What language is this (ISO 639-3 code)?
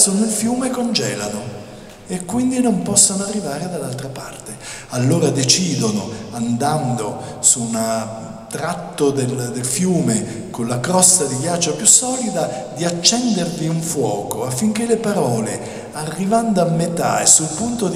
ita